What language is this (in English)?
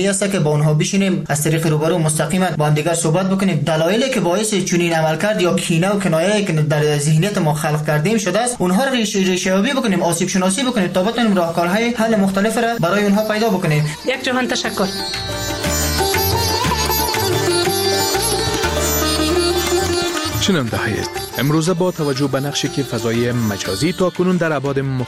Persian